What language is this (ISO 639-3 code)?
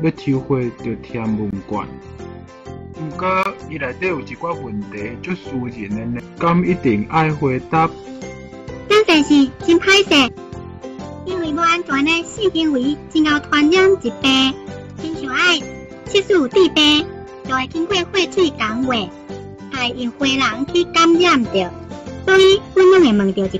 nan